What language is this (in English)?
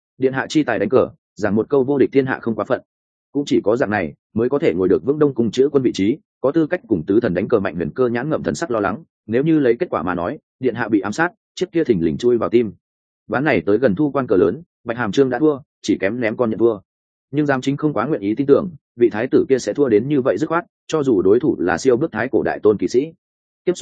Vietnamese